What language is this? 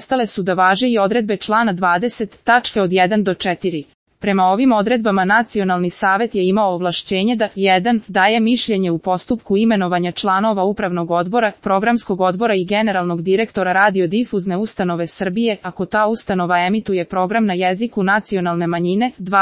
Serbian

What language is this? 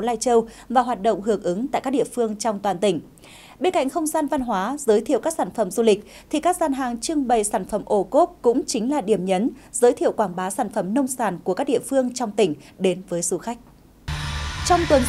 Vietnamese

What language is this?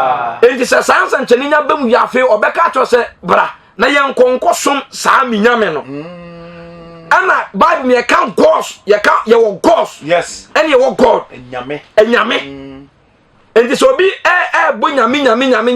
Akan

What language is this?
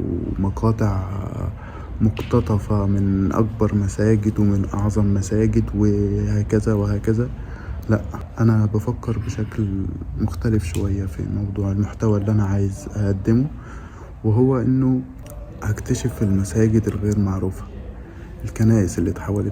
Egyptian Arabic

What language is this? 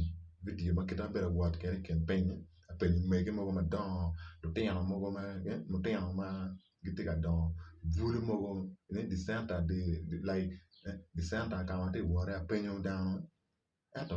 Acoli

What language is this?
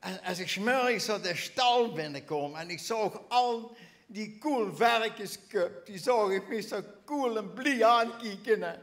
Limburgish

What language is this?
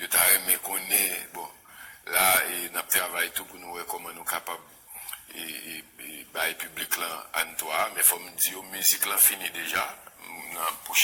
Haitian Creole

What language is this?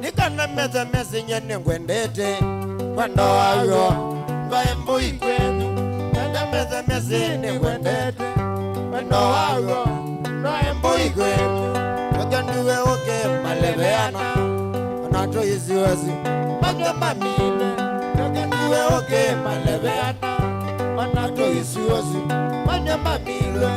Kamba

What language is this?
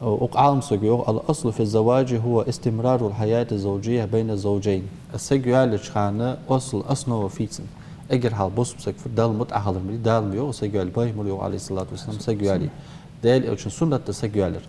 Ingush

